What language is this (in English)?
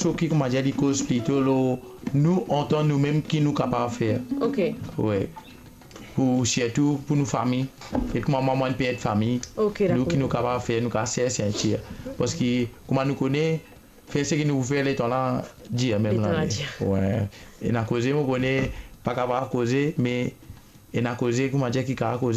Morisyen